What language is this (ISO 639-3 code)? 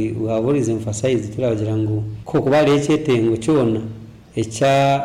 nyo